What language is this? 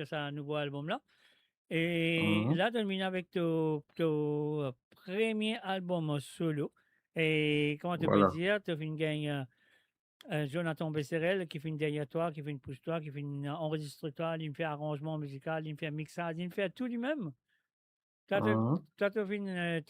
Morisyen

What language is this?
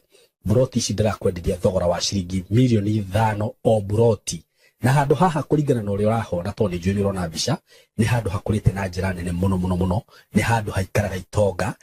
Kikuyu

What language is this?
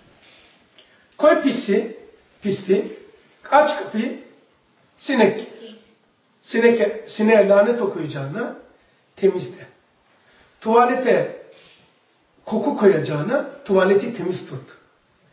Turkish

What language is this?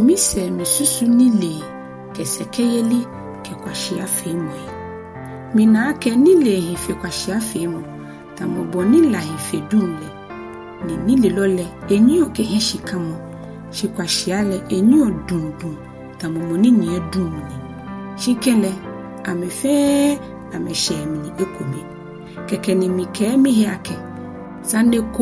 Ga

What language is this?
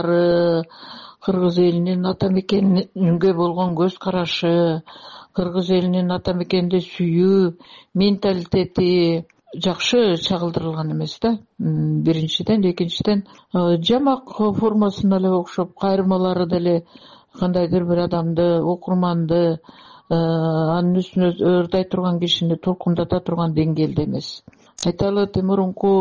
Kyrgyz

